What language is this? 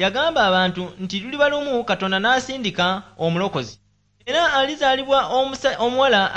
Ganda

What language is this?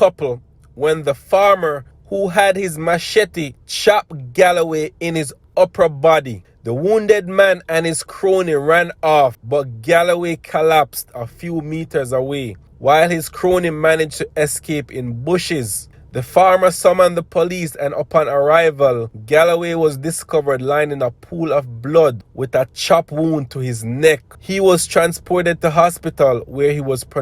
Jamaican Creole English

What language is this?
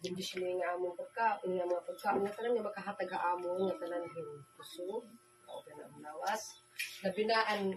Waray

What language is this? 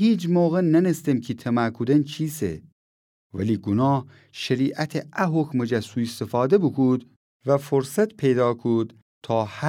Gilaki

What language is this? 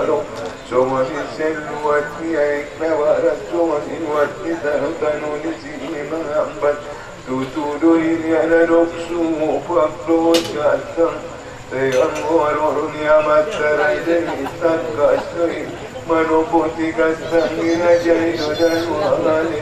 Batak Angkola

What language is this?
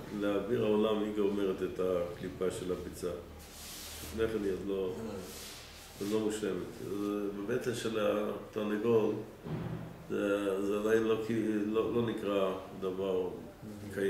Hebrew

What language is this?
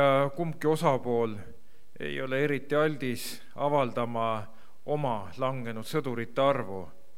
Estonian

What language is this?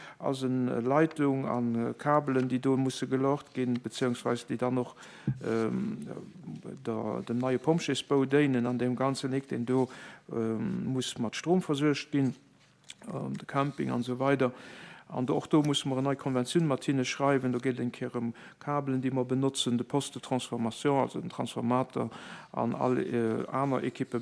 Luxembourgish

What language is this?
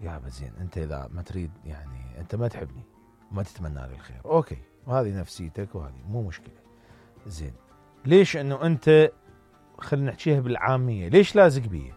Mesopotamian Arabic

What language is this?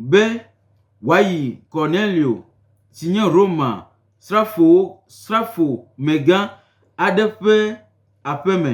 Gen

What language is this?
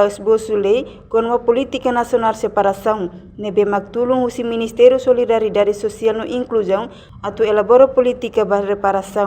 Tetum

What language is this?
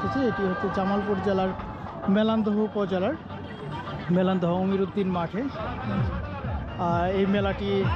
Bangla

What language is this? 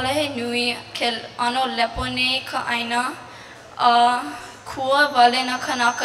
Hawaiian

